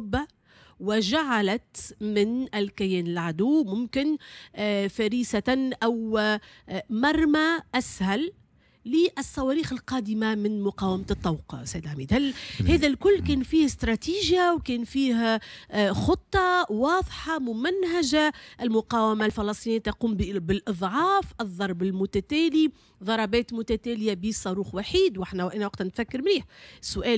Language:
Tunisian Arabic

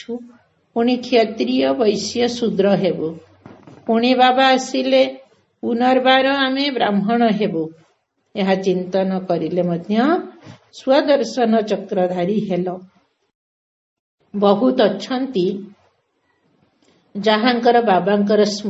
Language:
Odia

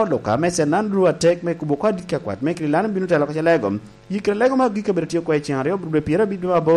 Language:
Lango (Uganda)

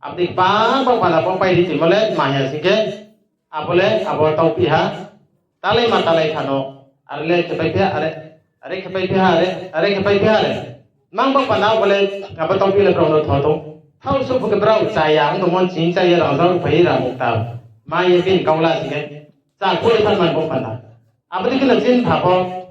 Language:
Riang (India)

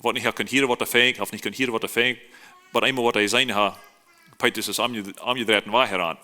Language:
Plautdietsch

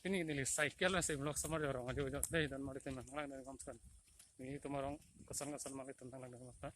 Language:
Karbi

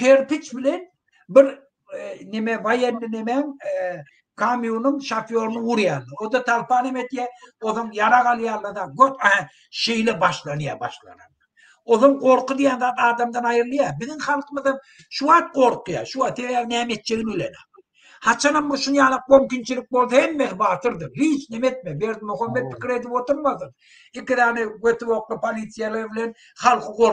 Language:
Turkmen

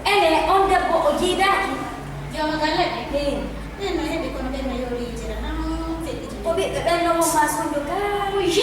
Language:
Fula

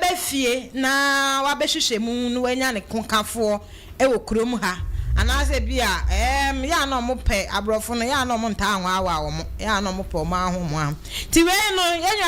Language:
Akan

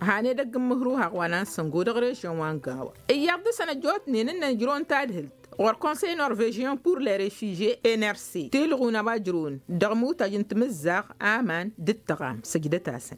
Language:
Tamasheq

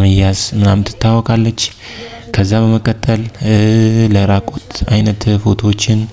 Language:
Amharic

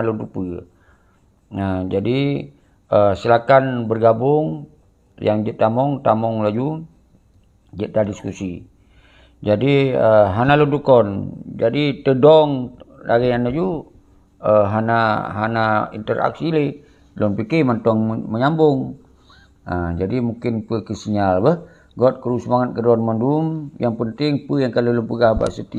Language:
Achinese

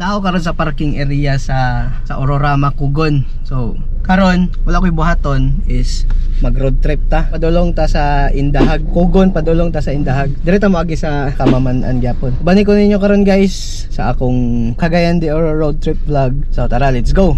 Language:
Cebuano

